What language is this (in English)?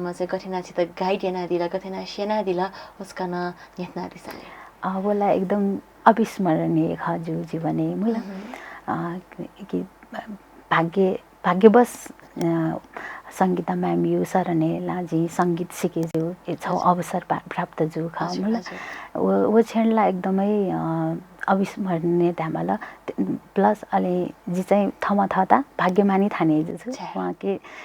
Newari